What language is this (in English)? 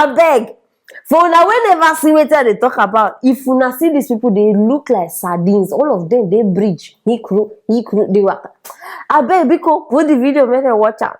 Nigerian Pidgin